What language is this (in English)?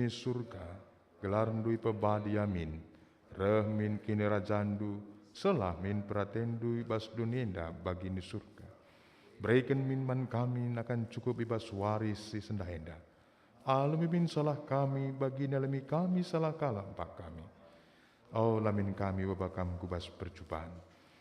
Batak Karo